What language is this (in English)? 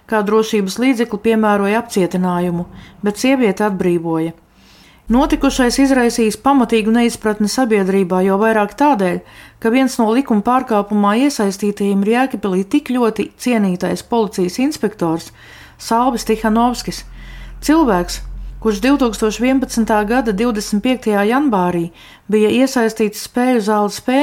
Latvian